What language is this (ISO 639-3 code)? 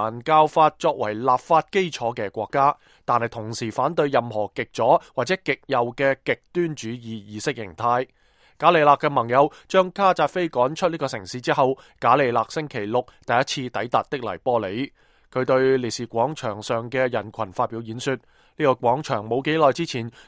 yue